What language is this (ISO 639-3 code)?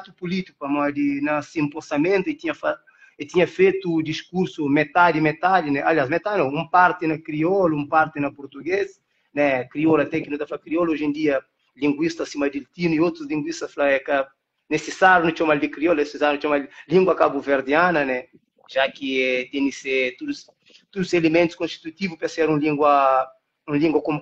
kea